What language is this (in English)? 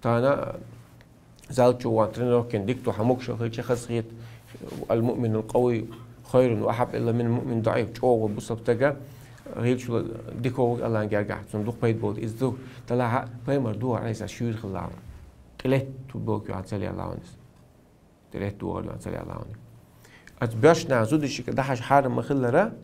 Chechen